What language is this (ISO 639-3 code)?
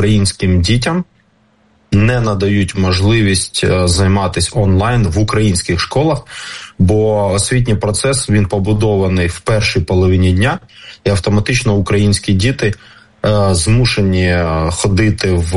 ukr